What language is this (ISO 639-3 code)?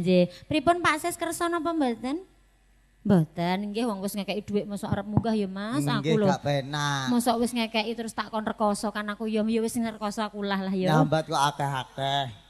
jav